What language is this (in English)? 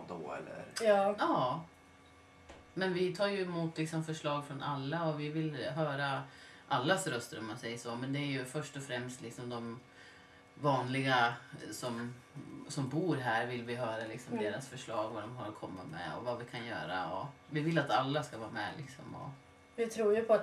Swedish